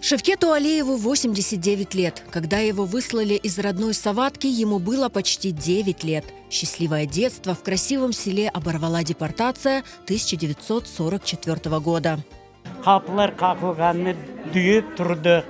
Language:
Crimean Tatar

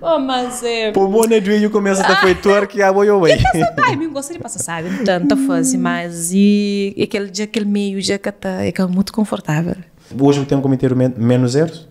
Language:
Kabuverdianu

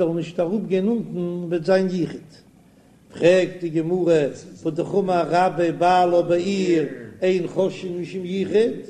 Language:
Yiddish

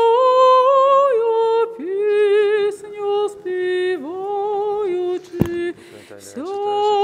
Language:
Ukrainian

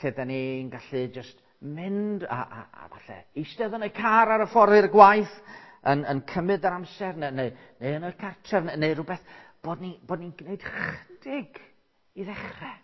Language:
Welsh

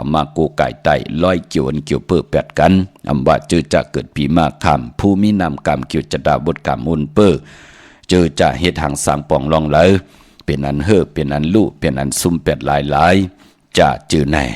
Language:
Shan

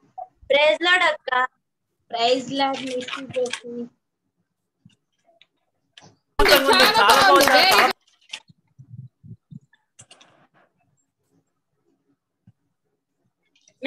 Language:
Telugu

